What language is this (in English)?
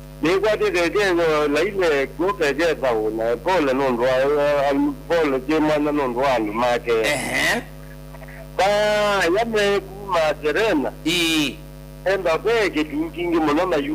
Kamba